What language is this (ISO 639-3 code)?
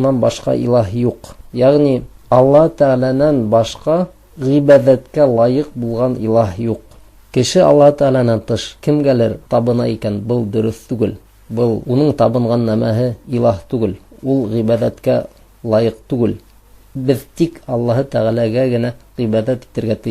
bak